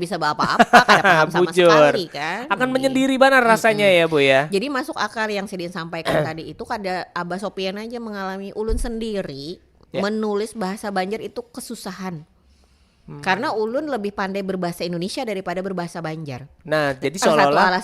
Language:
Banjar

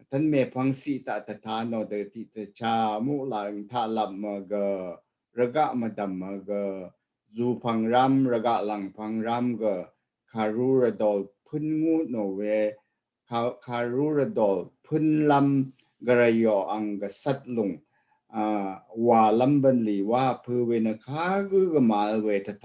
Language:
Rawang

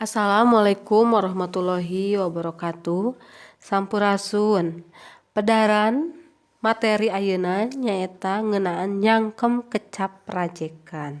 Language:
Sundanese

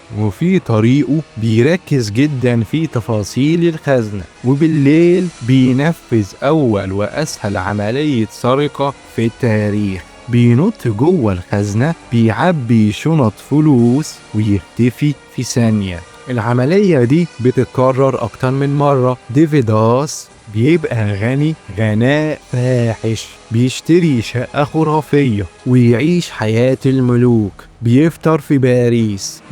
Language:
Egyptian Arabic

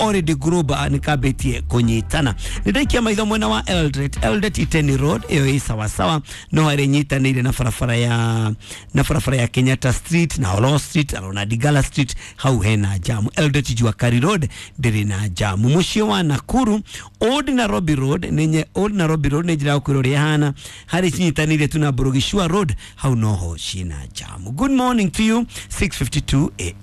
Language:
Kikuyu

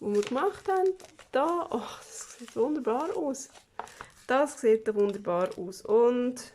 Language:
Swiss German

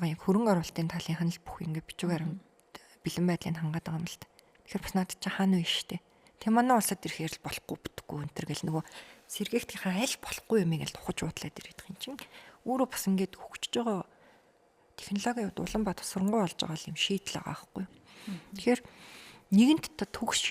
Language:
Mongolian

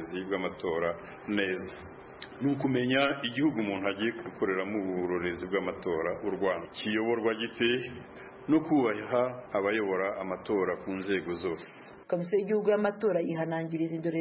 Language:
Kinyarwanda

